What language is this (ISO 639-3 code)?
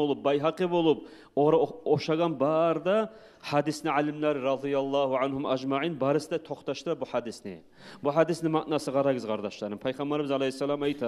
kum